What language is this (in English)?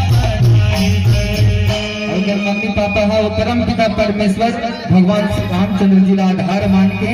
Chhattisgarhi